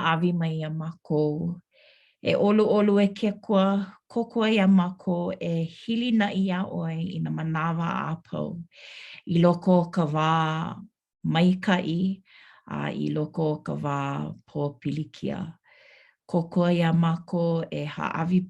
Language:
Hawaiian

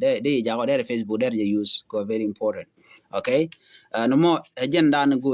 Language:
Nuer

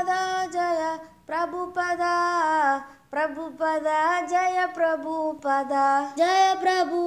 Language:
Sanskrit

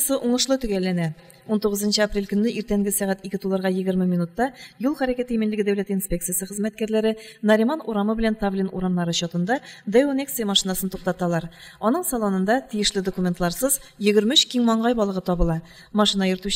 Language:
Tatar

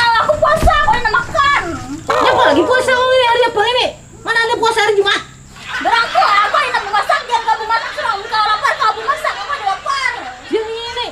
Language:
Banjar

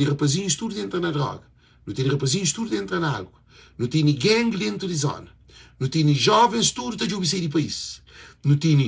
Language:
Kabuverdianu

